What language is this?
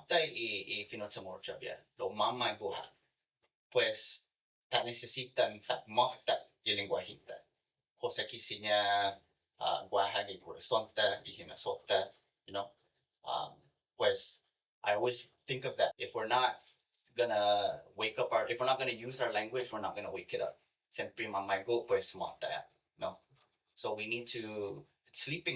Chamorro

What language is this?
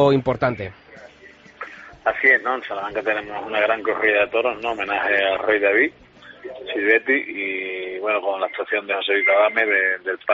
Spanish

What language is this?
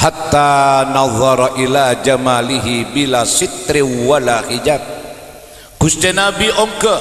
Madurese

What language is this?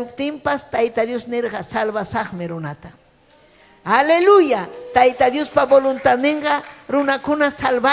Ayacucho Quechua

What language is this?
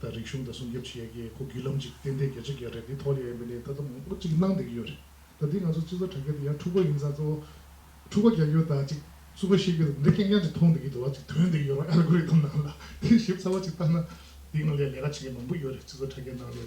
Tibetan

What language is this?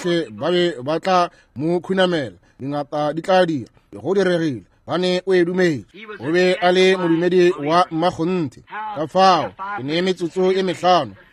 Northern Sotho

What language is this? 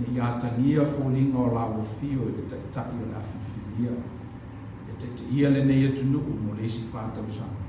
Samoan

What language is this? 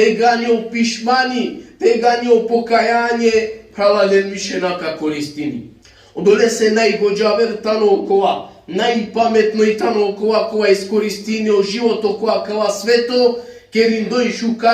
Balkan Romani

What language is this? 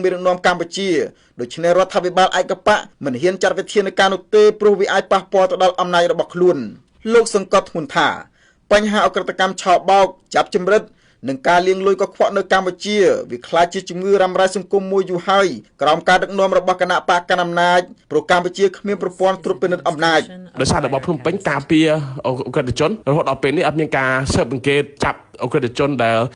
Khmer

